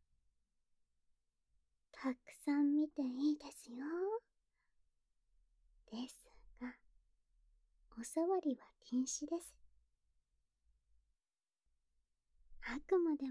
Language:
Japanese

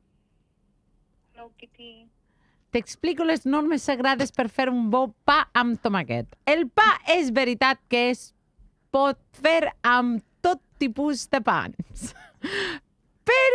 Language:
Catalan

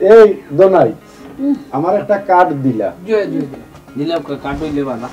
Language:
Sylheti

